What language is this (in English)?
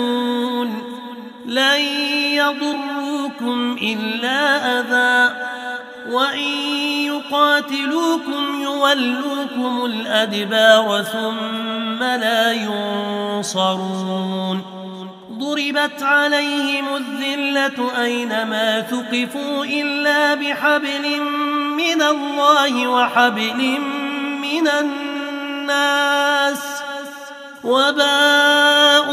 Arabic